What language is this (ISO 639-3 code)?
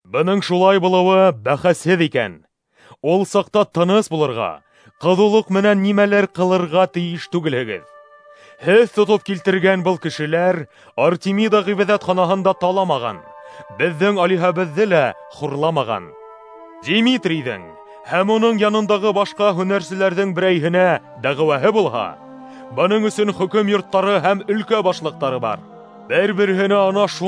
bak